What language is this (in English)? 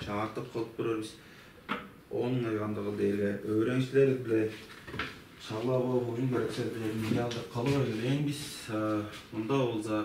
Tuvinian